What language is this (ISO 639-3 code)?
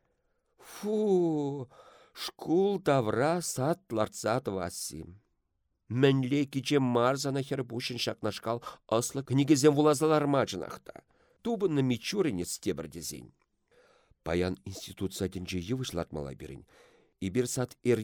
chv